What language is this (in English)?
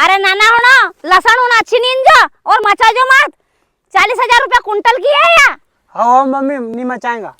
Rajasthani